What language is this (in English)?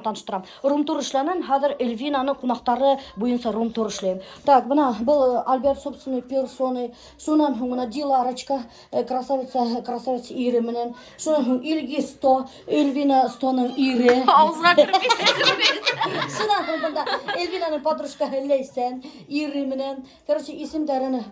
Bashkir